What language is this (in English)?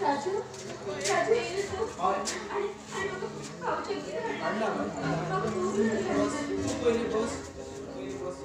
Konkani